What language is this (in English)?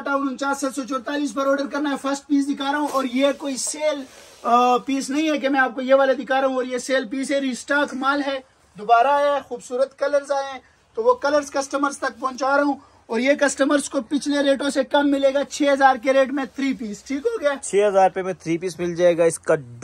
Hindi